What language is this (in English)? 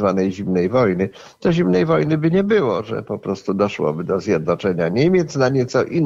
Polish